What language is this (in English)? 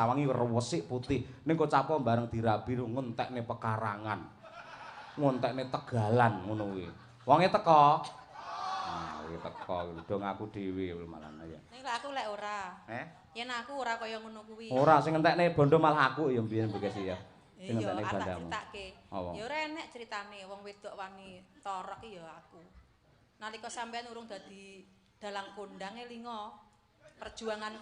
Javanese